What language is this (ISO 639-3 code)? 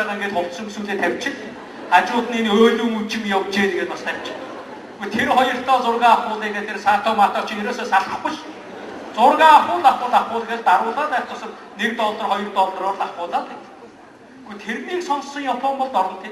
mon